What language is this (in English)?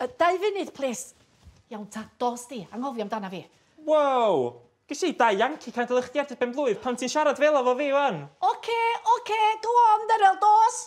Welsh